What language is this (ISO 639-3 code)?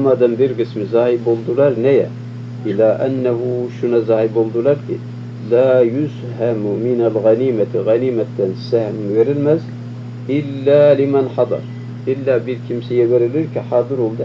tur